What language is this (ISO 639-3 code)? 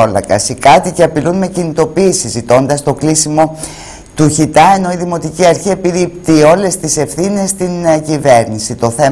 ell